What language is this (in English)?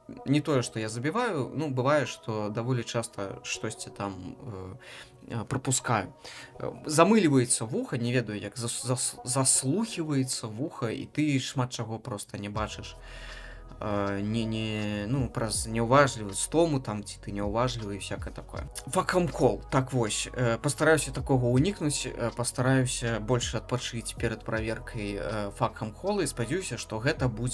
Belarusian